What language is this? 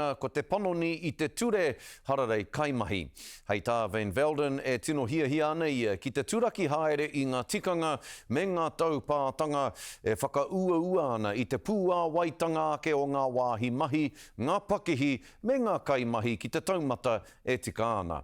Māori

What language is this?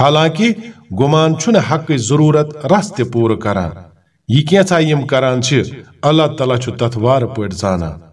Kashmiri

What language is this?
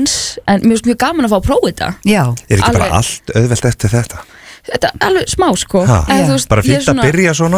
Icelandic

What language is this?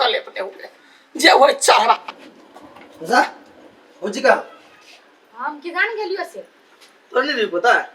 Maithili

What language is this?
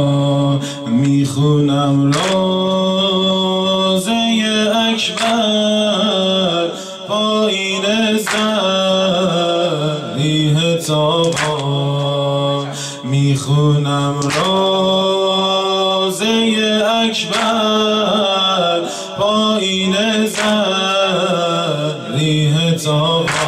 Persian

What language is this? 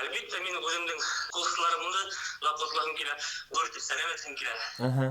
Bashkir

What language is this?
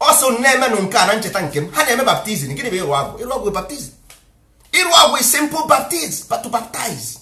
Igbo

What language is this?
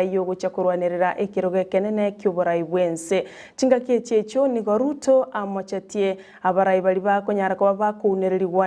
Gusii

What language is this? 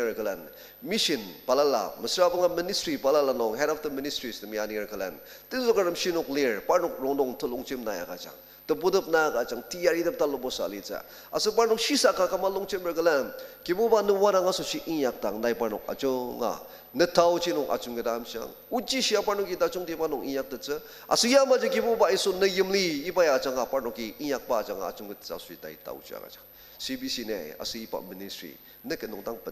Ao Naga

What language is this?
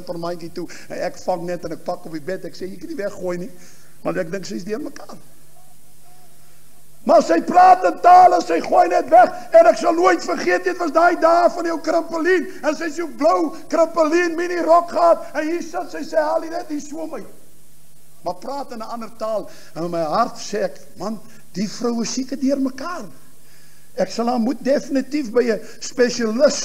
Afrikaans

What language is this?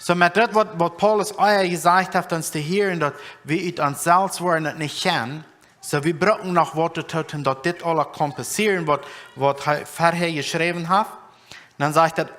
Plautdietsch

